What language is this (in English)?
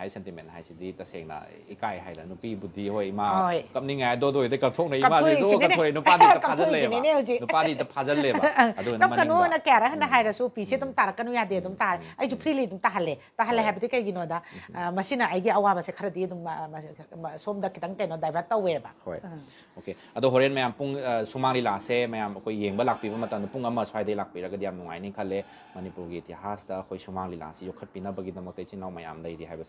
Manipuri